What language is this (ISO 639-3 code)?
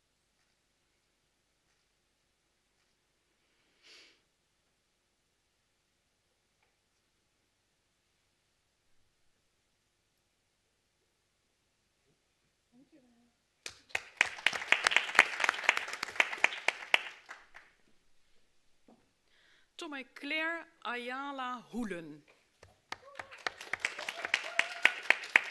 nld